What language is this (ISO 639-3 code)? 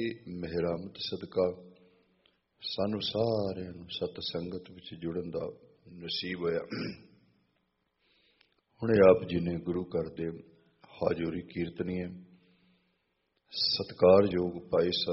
pan